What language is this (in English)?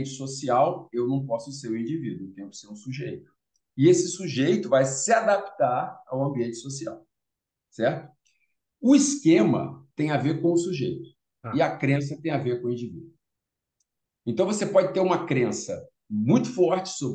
Portuguese